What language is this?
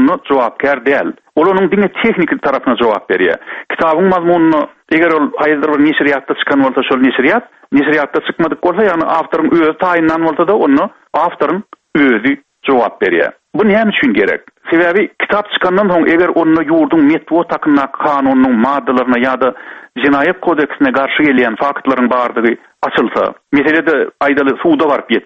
Turkmen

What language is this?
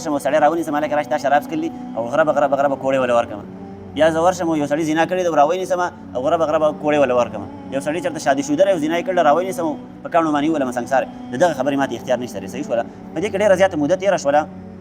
Pashto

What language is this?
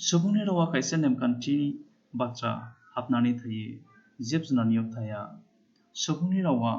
Bodo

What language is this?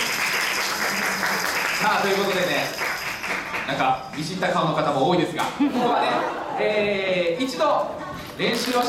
Japanese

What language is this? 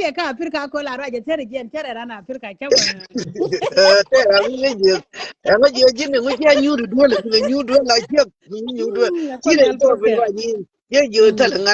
Nuer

